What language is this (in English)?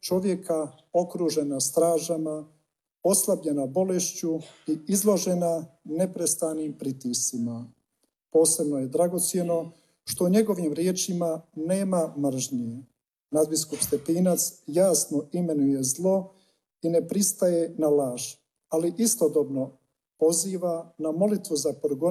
Croatian